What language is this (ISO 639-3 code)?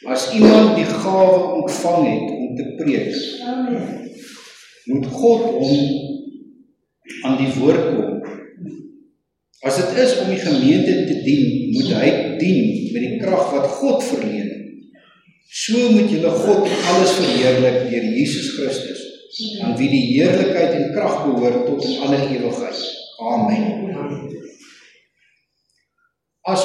afr